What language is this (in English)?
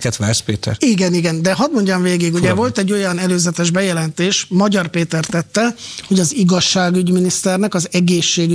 Hungarian